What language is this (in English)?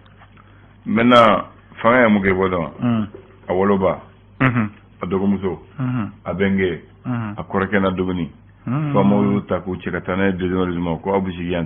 Bambara